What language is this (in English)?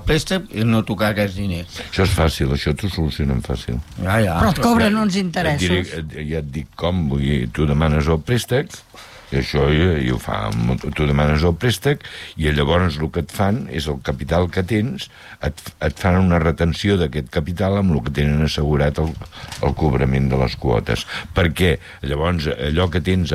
Catalan